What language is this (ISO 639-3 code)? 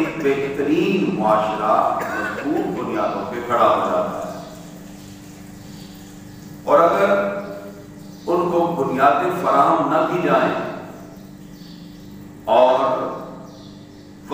urd